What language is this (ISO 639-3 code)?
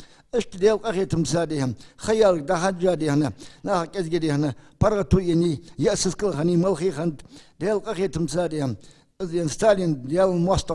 inh